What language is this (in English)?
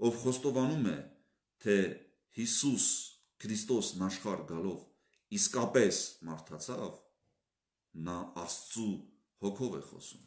Armenian